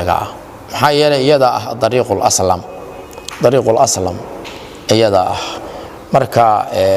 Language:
Somali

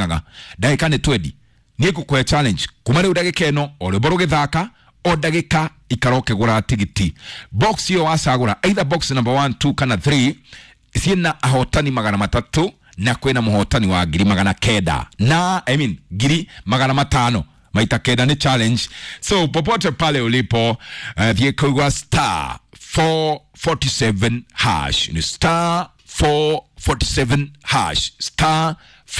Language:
Kikuyu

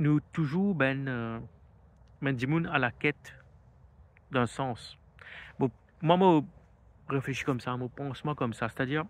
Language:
Morisyen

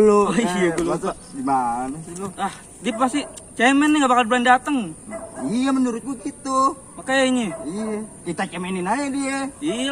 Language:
Betawi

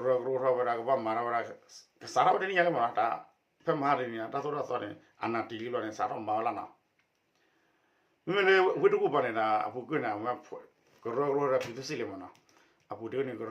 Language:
S'gaw Karen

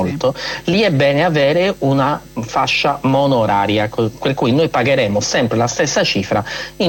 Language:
Italian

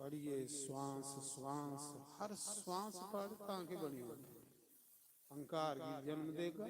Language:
Dogri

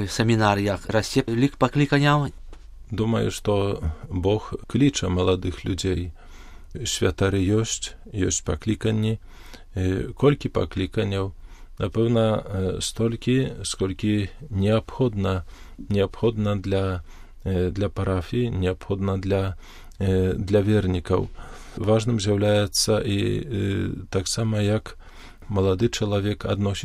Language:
Belarusian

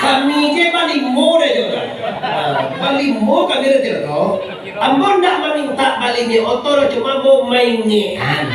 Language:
Minangkabau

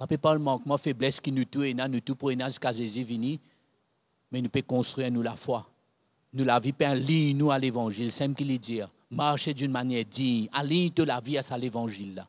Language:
Morisyen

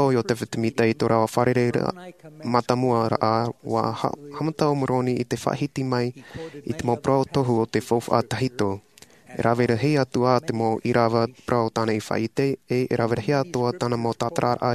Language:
Tahitian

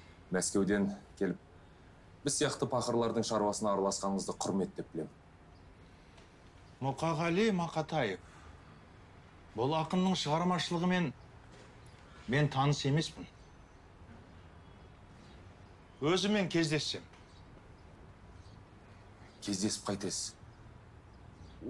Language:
Kazakh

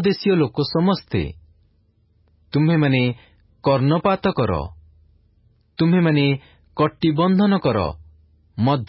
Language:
Odia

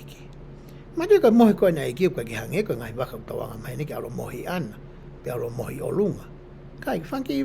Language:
Tongan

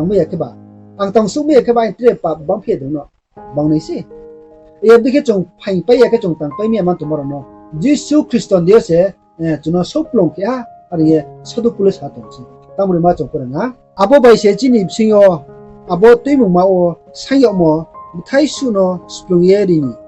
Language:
Riang (India)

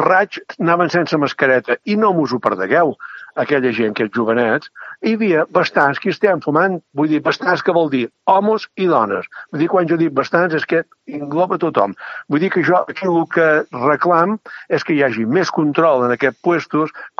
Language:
Catalan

